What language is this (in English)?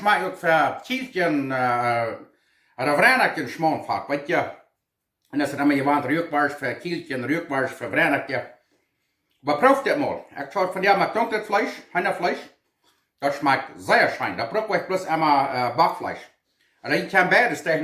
Plautdietsch